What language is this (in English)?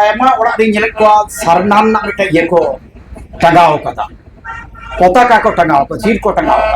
Santali